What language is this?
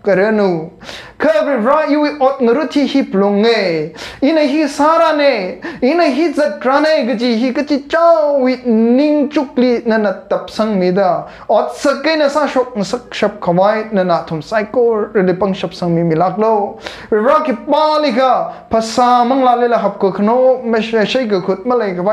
Tangkhul Naga (India)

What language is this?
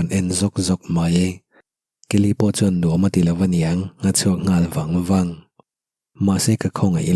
Mizo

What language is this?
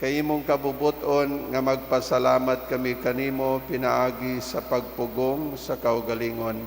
Cebuano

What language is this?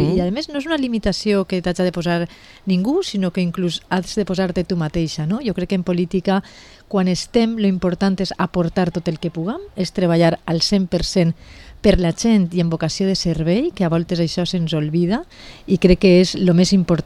Catalan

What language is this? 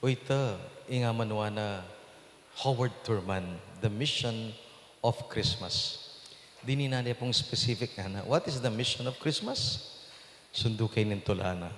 Pampanga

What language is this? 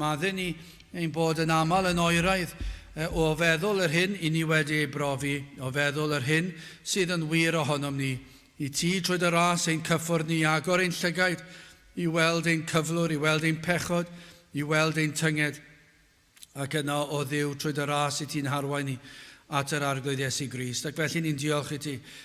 Welsh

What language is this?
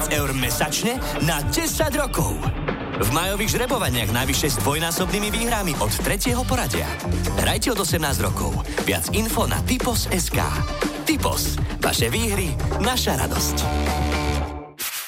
Slovak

